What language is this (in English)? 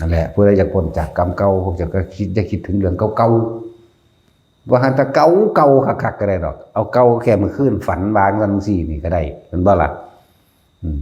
Northeastern Thai